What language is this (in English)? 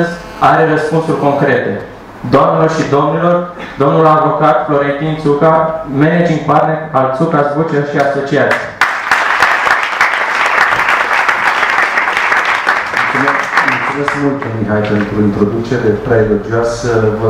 Romanian